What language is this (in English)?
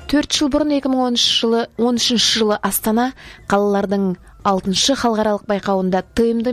Kazakh